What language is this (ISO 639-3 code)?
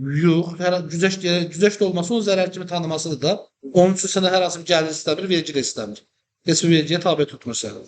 aze